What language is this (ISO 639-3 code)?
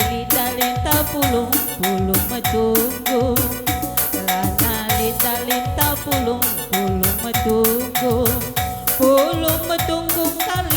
btx